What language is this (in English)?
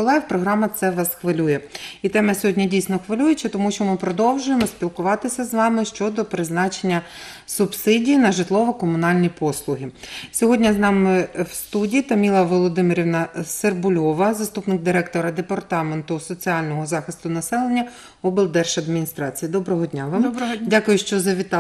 Ukrainian